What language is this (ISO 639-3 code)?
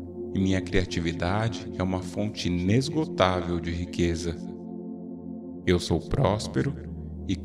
por